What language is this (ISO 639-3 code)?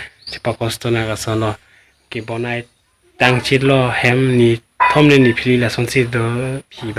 mjw